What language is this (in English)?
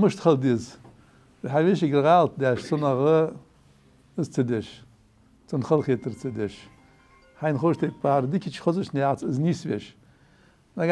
Ingush